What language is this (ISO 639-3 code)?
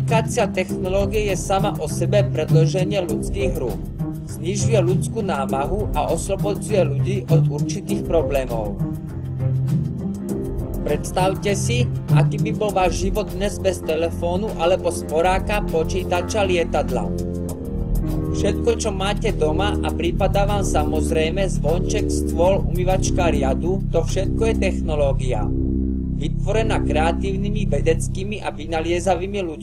slk